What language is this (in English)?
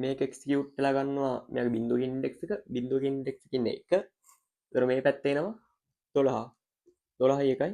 Sinhala